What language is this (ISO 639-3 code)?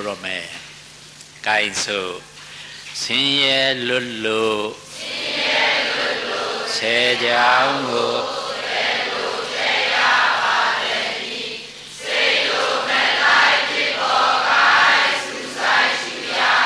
mya